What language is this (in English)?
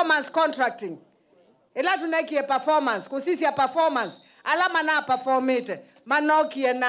Kamba